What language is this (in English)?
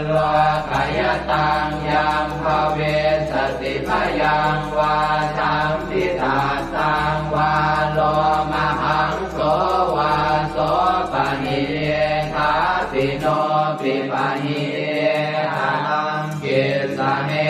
Pali